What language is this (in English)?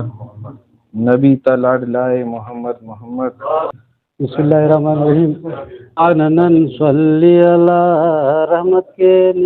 Brahui